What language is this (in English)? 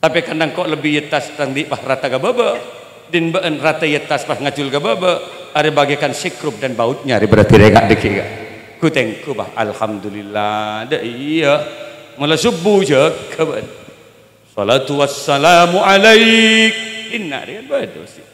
Madurese